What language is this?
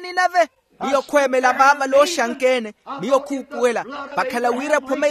Makhuwa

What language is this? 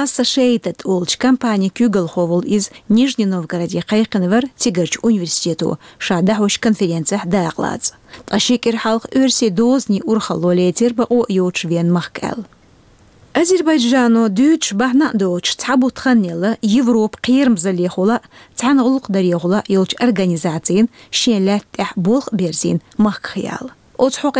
Chechen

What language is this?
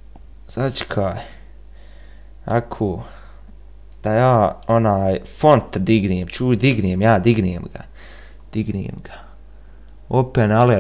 Bosnian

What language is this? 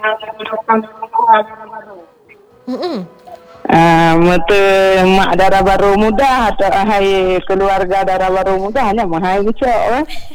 Malay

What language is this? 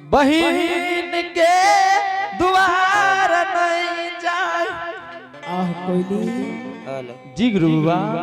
Angika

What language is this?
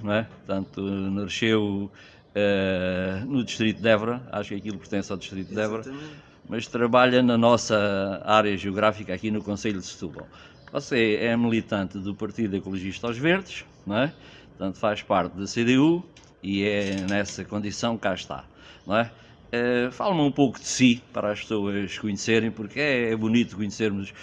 Portuguese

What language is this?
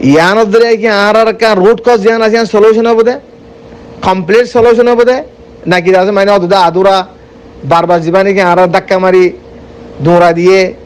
Rohingya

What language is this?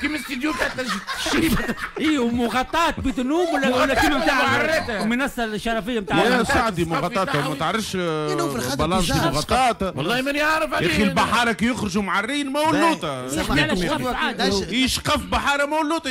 Tunisian Arabic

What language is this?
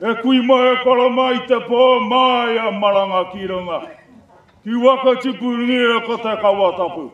Māori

